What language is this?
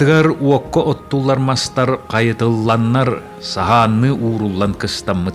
Yakut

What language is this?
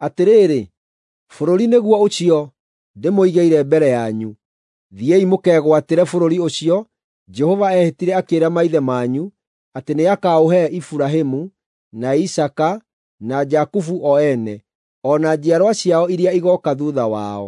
Kikuyu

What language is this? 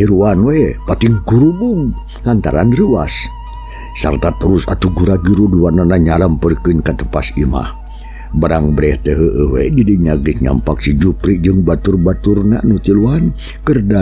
Sundanese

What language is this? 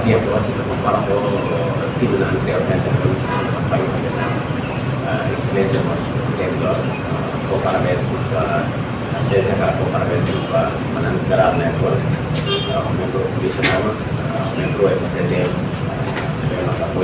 Tetum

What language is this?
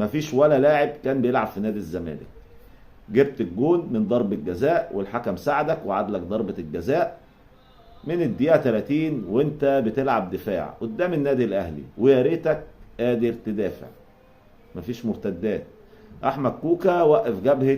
Egyptian Arabic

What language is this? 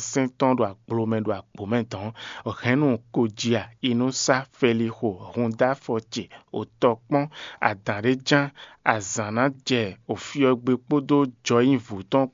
Fon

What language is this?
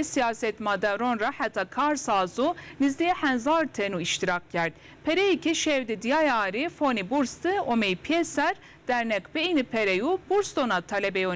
Zaza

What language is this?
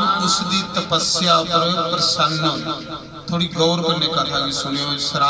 Dogri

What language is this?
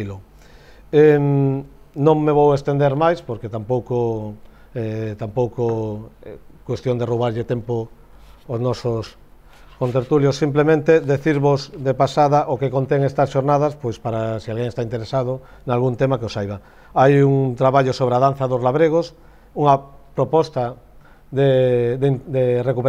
Galician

